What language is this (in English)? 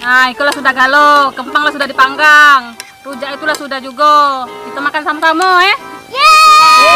Musi